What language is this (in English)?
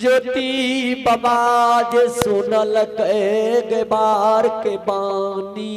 Maithili